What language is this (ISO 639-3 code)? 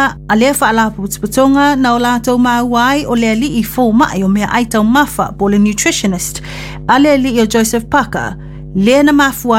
smo